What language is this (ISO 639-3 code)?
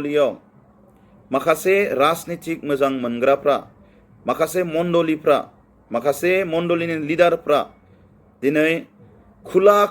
brx